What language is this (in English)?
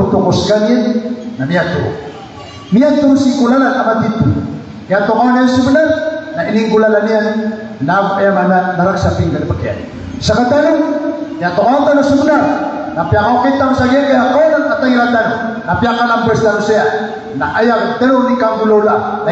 Maranao